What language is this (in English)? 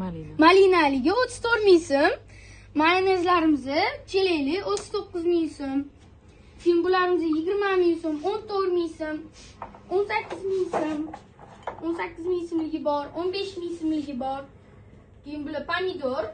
Uzbek